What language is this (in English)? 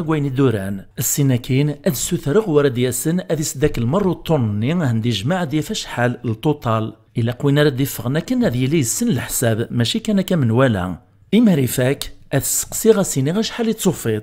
Kabyle